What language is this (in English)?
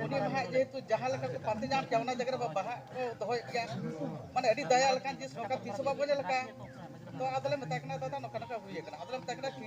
Santali